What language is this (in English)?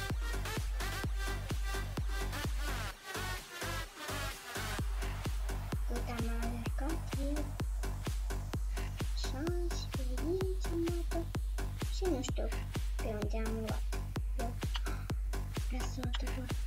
Romanian